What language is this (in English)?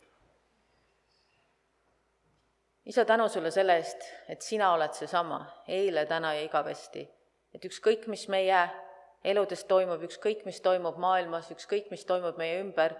Estonian